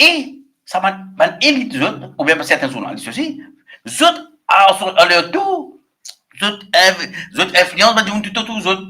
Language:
Morisyen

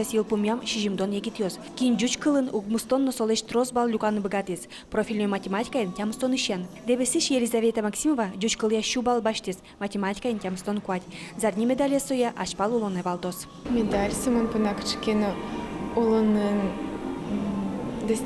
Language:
Udmurt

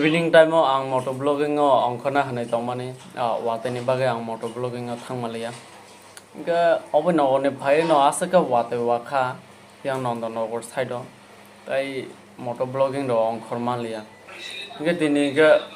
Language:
Kok Borok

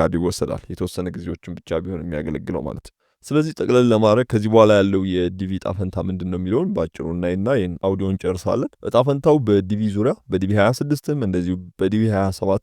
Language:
Amharic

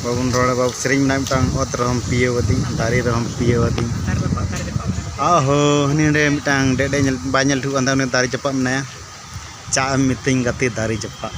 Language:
Santali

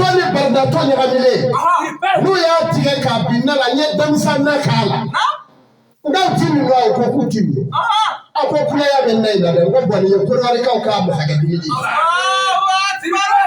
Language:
Bambara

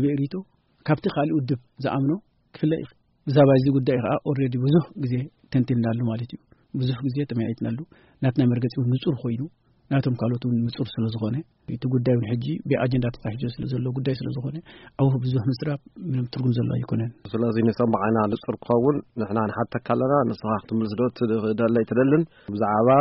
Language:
Tigrinya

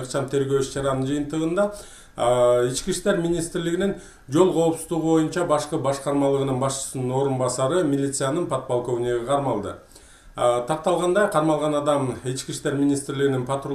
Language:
Kyrgyz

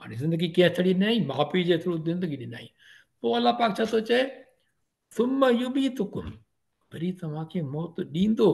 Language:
Sindhi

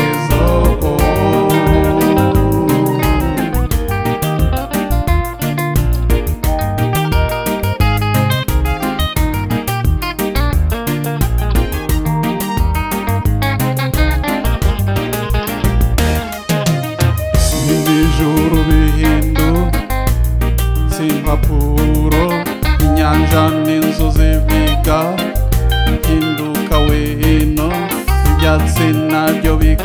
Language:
Kinyarwanda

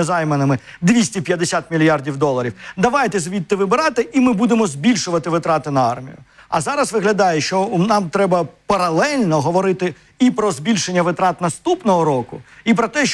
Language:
Ukrainian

